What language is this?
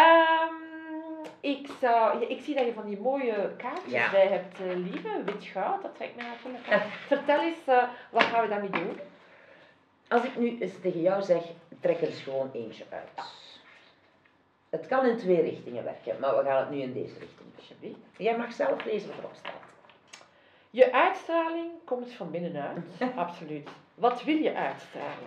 Dutch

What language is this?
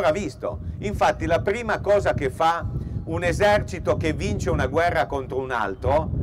Italian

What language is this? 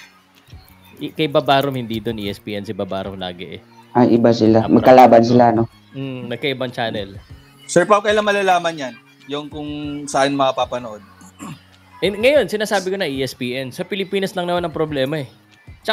Filipino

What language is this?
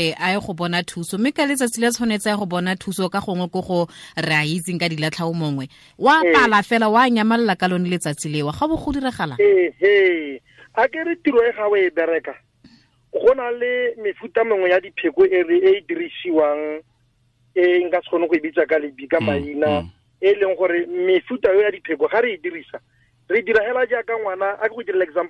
Tswana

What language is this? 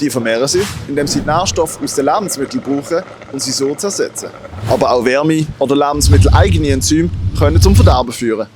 Swiss German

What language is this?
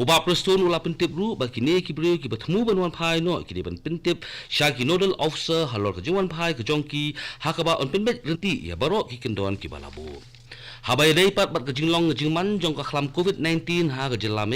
Khasi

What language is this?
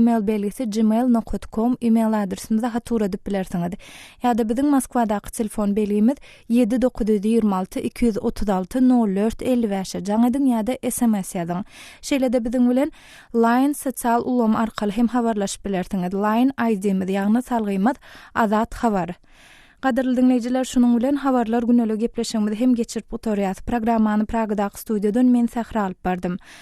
Turkmen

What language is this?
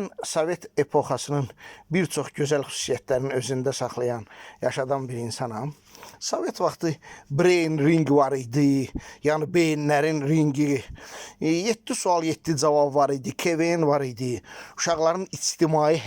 Azerbaijani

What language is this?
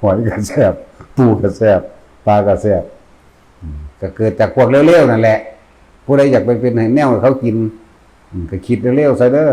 Northeastern Thai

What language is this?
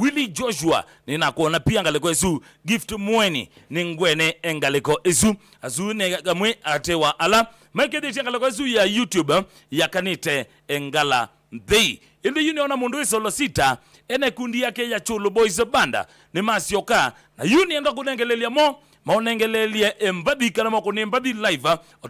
Kamba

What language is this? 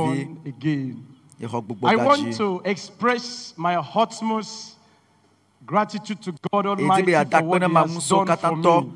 Ewe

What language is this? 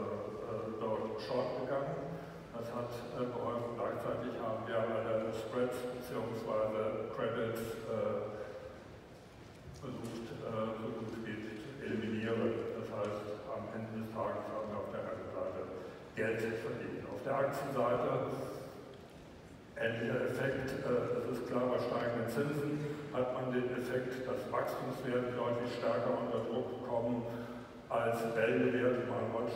German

